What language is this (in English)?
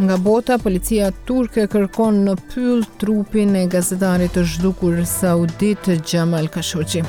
Albanian